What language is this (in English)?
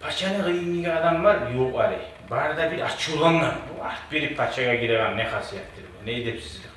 Kumyk